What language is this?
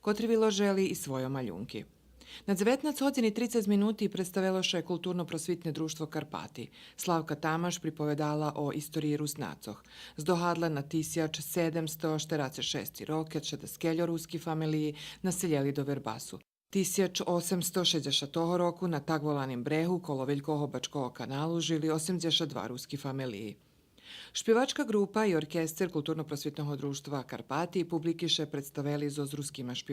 Rusyn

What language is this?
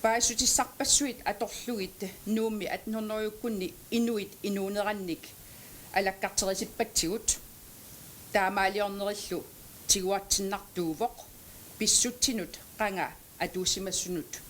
Kalaallisut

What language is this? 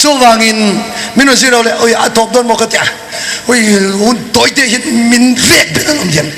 Mizo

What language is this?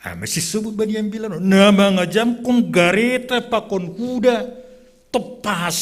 Batak Simalungun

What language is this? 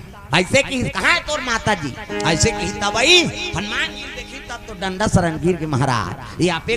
Chhattisgarhi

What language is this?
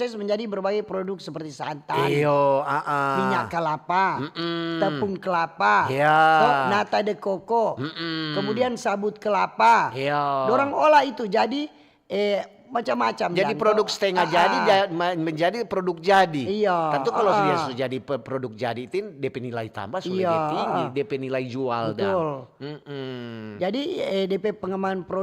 Manado Malay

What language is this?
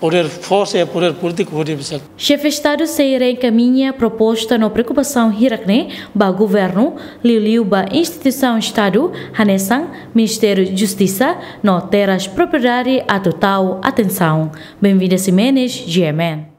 Tetum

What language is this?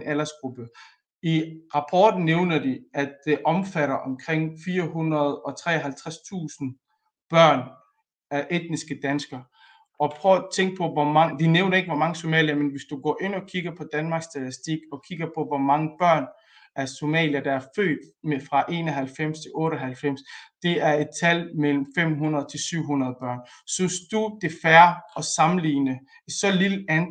Danish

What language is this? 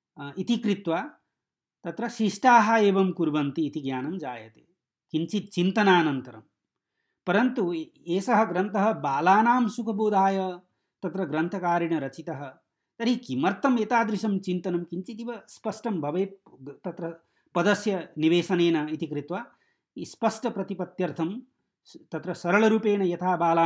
Sanskrit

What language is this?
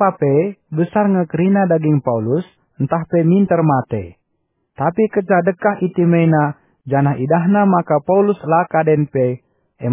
Batak Karo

